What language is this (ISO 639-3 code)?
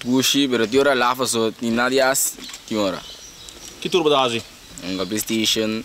pap